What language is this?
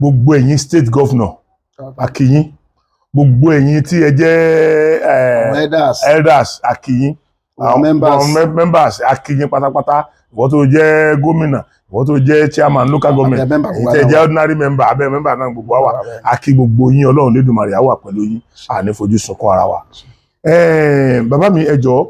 Yoruba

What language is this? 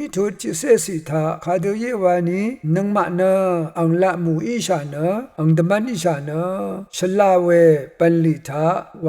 Rawang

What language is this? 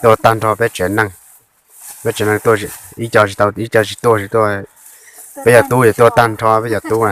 Hmong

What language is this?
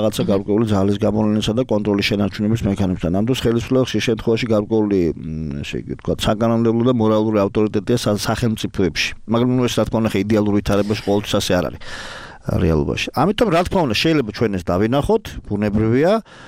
Georgian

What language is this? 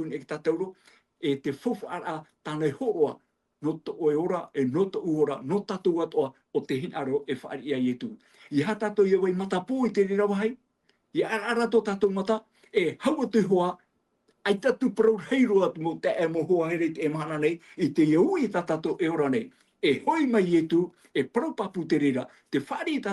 Tahitian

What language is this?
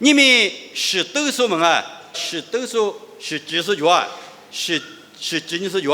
Lisu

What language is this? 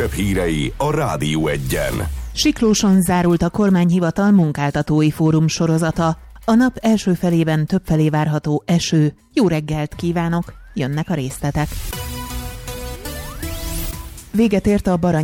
Hungarian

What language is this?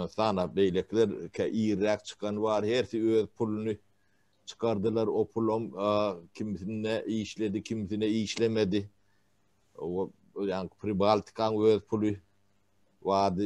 Turkmen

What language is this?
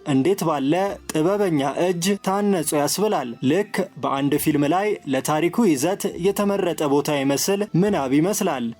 Amharic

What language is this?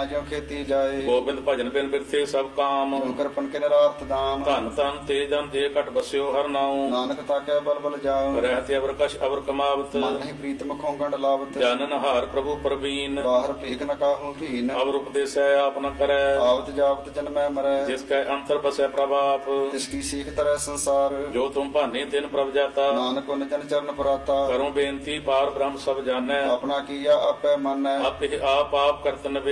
Punjabi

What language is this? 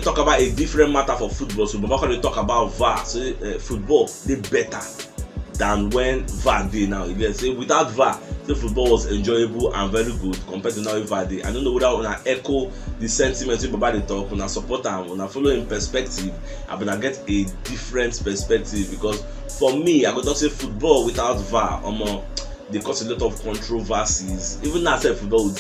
Nigerian Pidgin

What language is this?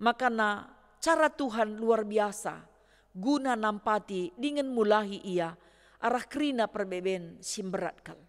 Batak Karo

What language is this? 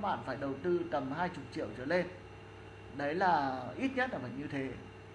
Vietnamese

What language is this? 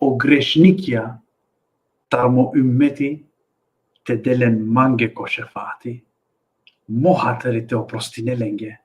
Balkan Romani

